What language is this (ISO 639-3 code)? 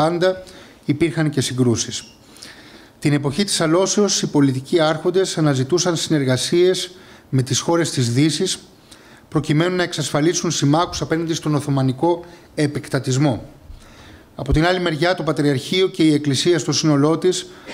ell